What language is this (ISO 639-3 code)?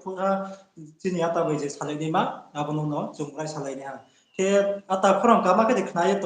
ria